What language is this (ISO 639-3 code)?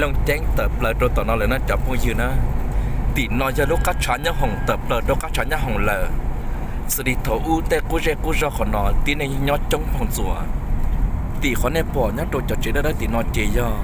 hmn